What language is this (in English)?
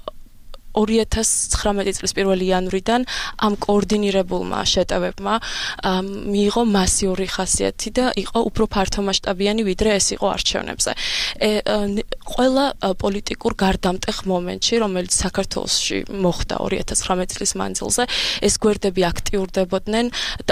Georgian